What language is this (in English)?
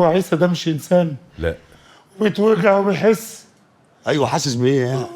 Egyptian Arabic